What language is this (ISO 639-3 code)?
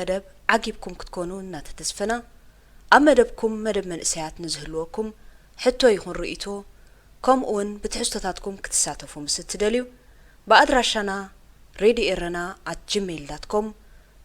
tir